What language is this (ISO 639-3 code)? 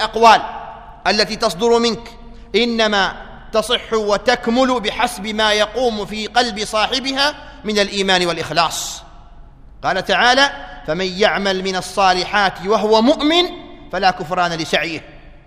ara